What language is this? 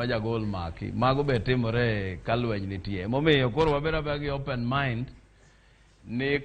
Luo (Kenya and Tanzania)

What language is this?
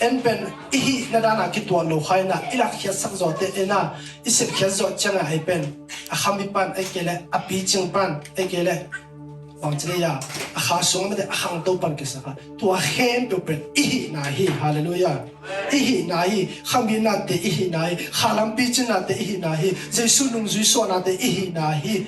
Tedim Chin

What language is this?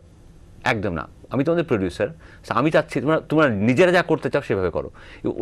Bangla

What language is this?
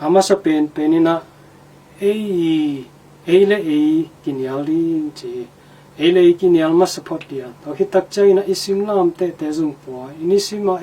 Tedim Chin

